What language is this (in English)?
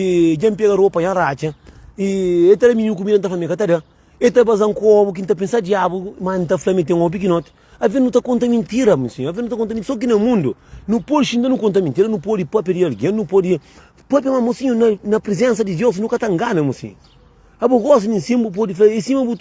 Kabuverdianu